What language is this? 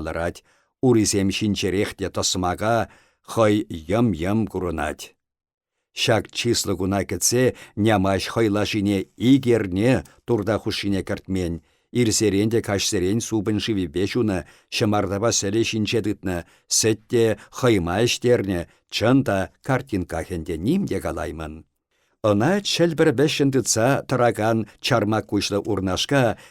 Chuvash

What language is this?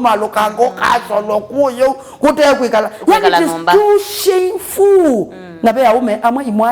Kamba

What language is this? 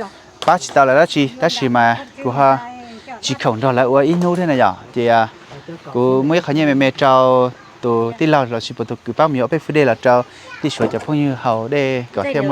Hmong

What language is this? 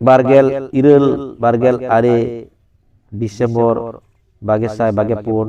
Santali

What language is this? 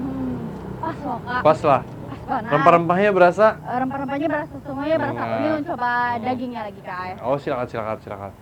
Banjar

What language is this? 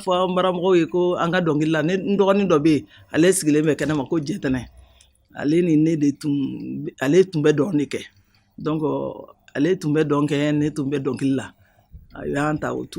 Bambara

